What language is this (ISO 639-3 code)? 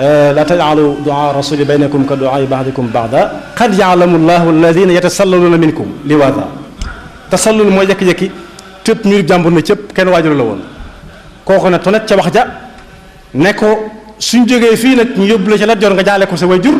wol